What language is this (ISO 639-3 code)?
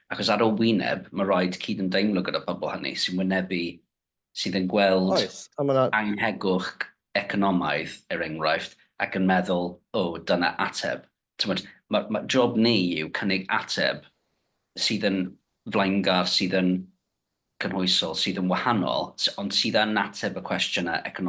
cym